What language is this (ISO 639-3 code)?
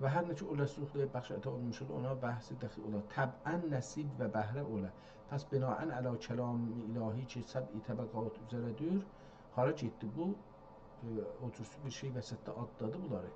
azb